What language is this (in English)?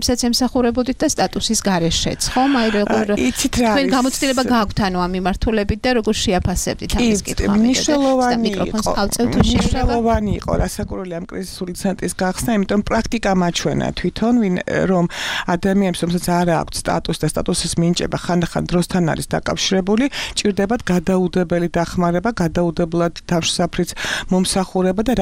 Georgian